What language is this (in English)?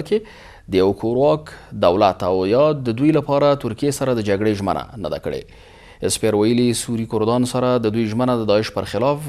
Pashto